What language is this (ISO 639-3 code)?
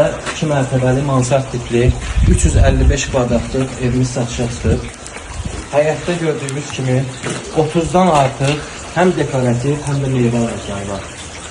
aze